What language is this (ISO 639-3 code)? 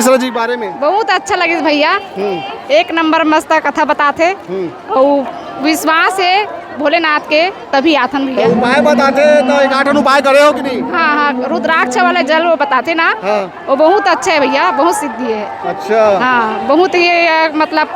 hne